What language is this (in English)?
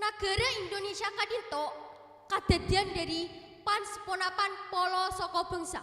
Madurese